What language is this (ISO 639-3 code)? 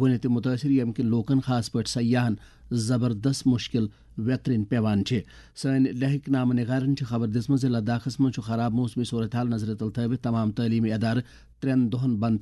kas